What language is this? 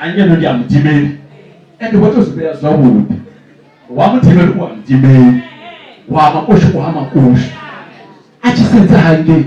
Venda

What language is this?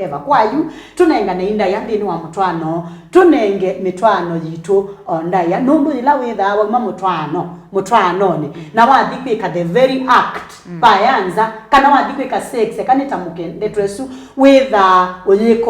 Kamba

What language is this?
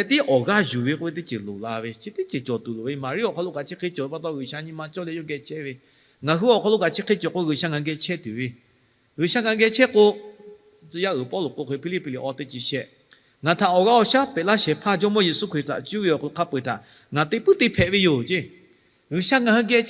Lahu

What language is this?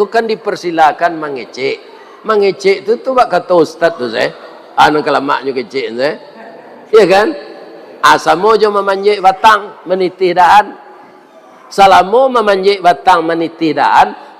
Minangkabau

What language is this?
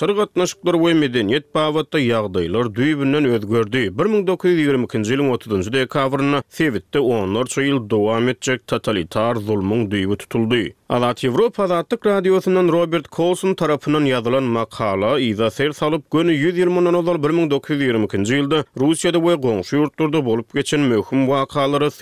Turkmen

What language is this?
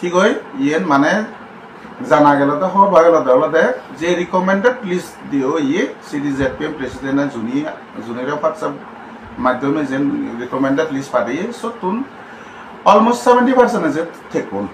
Chakma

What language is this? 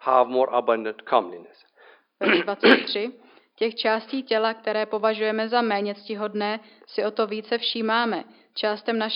Czech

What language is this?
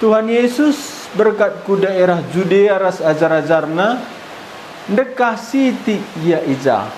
Batak Karo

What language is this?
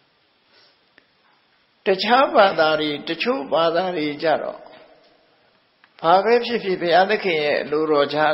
Burmese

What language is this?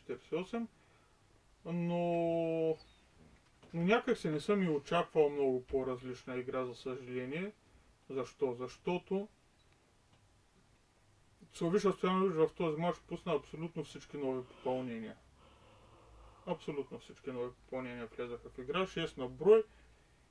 Bulgarian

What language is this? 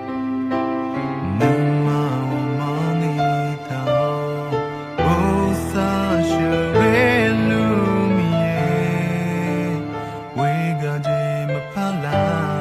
Akha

